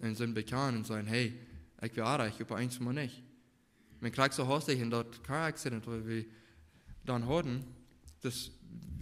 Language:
Plautdietsch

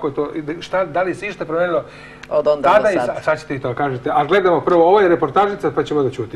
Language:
Serbian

